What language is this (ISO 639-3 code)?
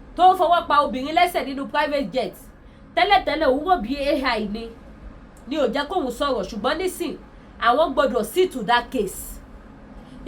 yor